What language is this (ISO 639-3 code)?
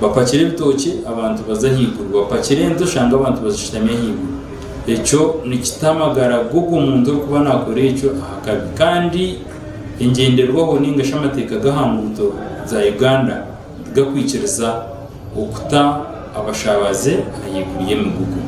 nyn